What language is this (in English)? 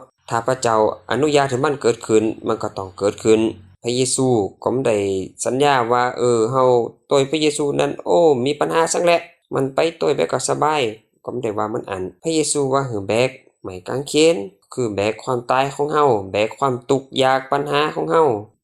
Lao